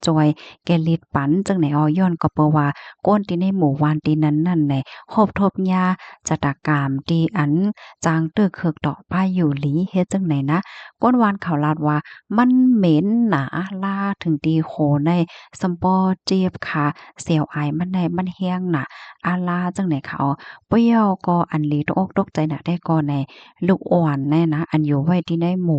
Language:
Shan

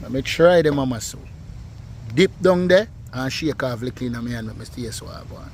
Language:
Jamaican Creole English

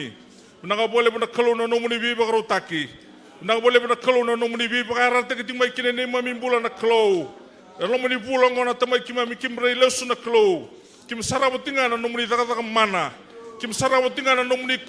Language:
Fijian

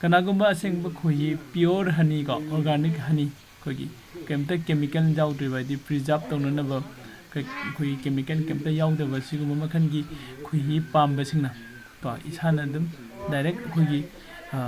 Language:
Manipuri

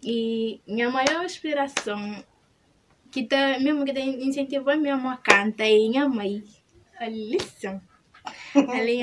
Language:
Kabuverdianu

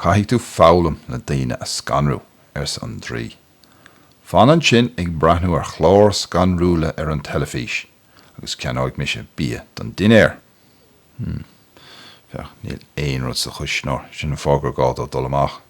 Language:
Irish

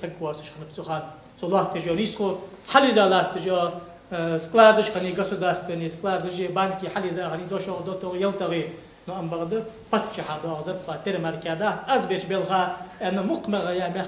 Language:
Ingush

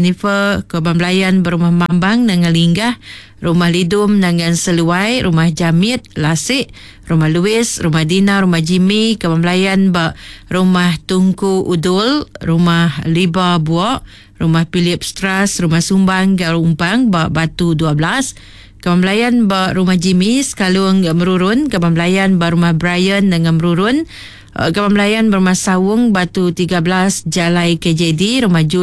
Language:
Iban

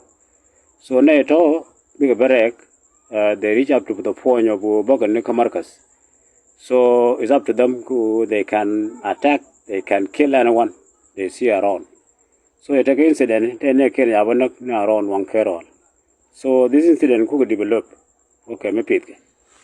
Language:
Nuer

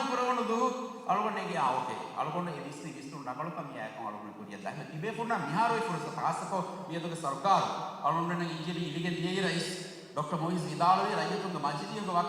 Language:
Divehi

